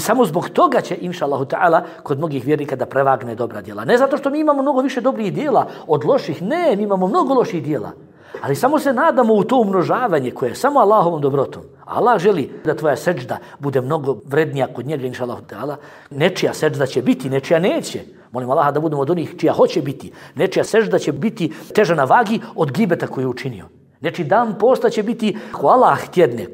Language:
Bosnian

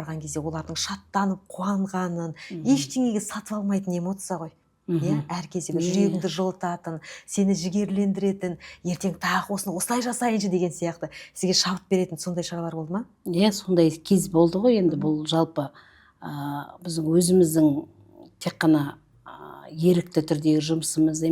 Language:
Kazakh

